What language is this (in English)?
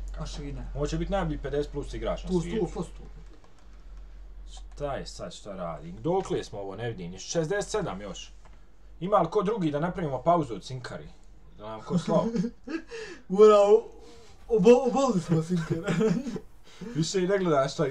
Bosnian